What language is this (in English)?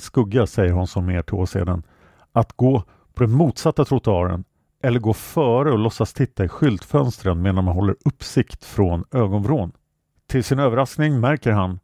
Swedish